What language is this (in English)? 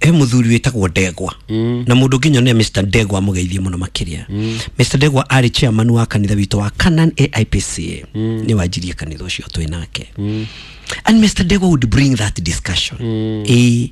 Kikuyu